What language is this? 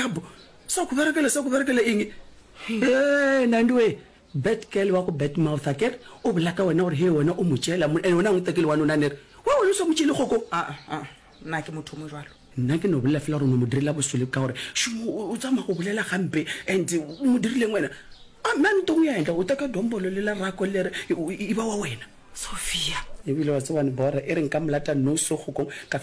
Northern Sotho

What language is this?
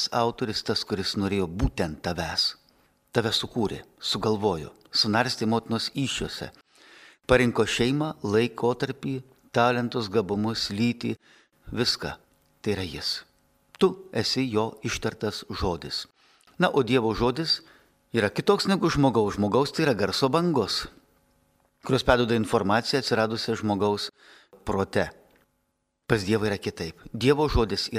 Lithuanian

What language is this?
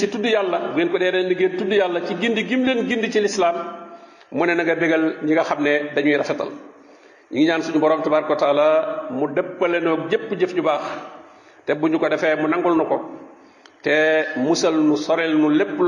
Wolof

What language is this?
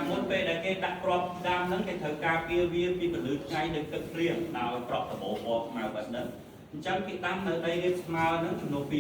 Khmer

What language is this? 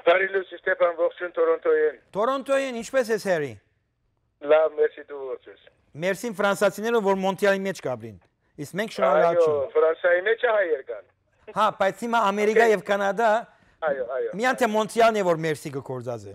Western Armenian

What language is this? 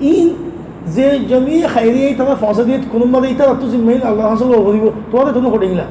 Rohingya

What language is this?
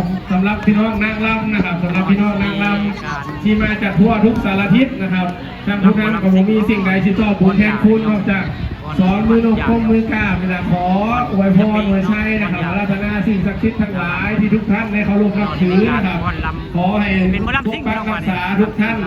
Northeastern Thai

